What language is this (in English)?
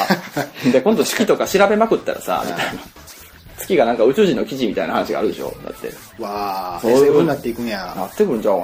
Japanese